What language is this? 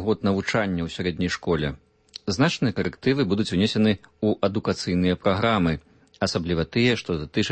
Belarusian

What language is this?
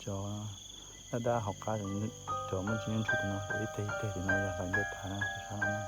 Hmong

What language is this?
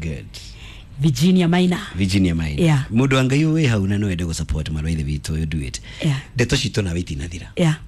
Kikuyu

